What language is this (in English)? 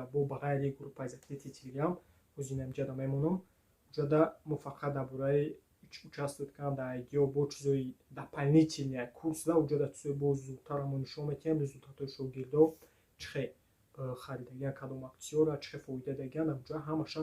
Tajik